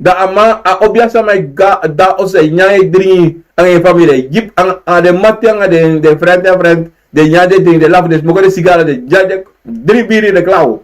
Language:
Sranan Tongo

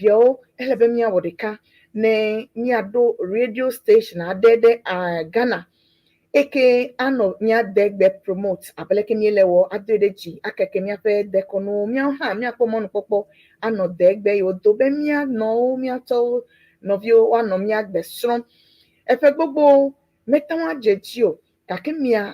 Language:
Ewe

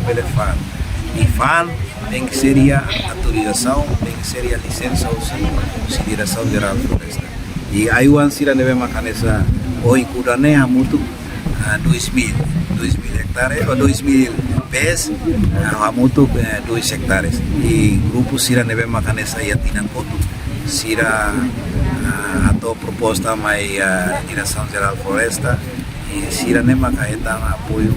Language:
Tetum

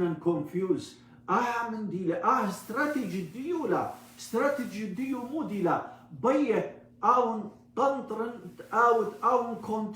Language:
Assyrian Neo-Aramaic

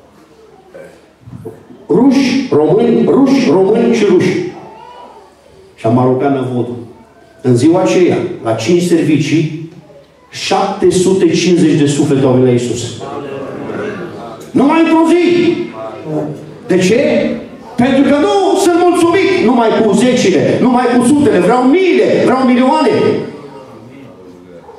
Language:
Romanian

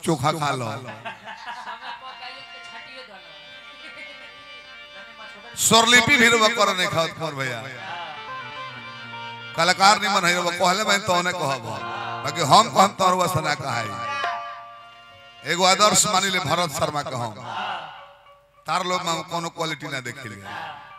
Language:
Bhojpuri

